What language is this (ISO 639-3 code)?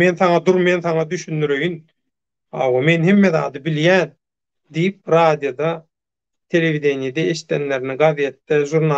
tuk